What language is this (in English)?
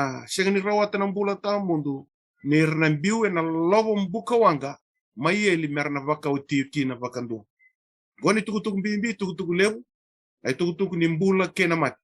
Fijian